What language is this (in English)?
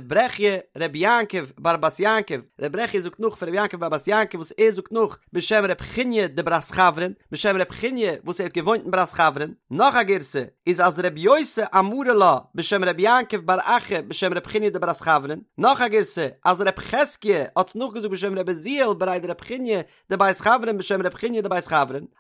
Yiddish